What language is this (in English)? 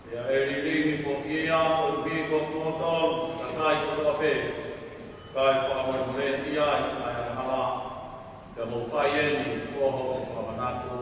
Tongan